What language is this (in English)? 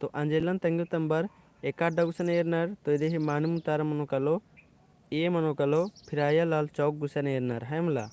Kurukh